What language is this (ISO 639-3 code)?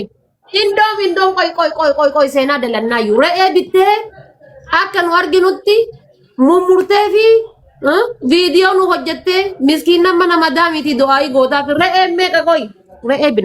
orm